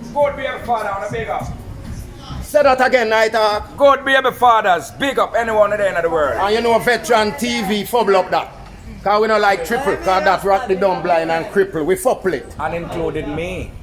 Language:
Jamaican Creole English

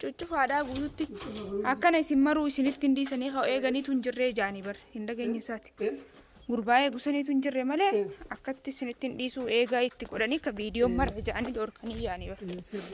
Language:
Oromo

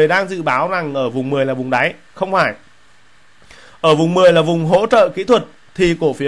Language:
Vietnamese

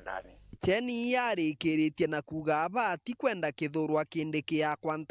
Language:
Meru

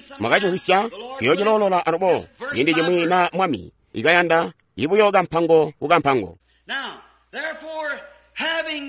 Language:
Tonga (Zambia)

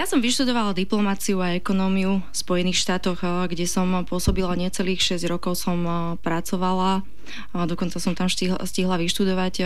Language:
Slovak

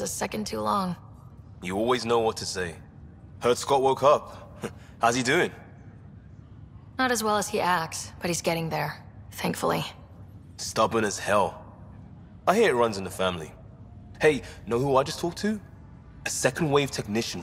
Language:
English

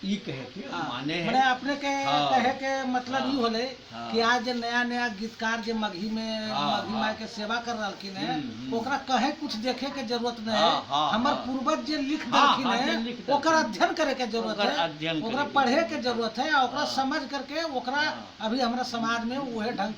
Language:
Magahi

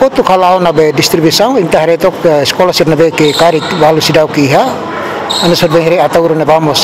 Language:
Tetum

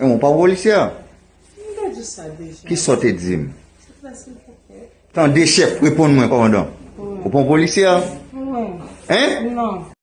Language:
Haitian Creole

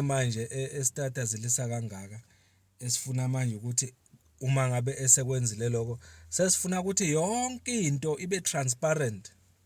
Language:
Zulu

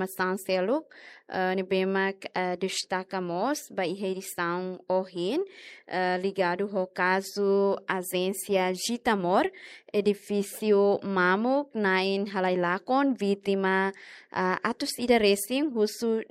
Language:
Tetum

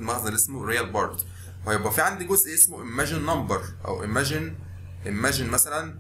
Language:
Egyptian Arabic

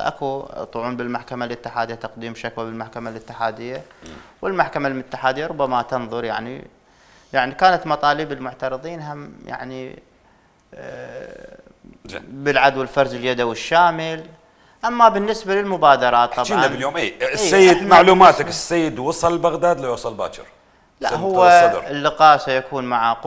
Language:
Mesopotamian Arabic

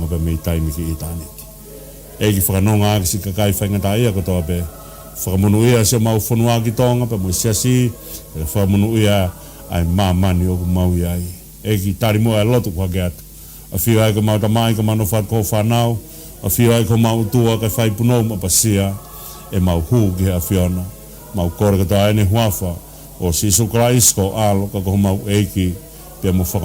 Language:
Tongan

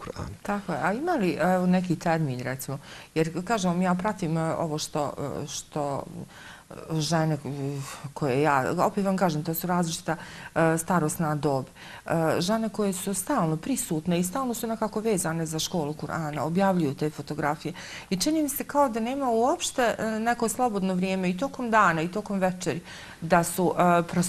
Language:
Bosnian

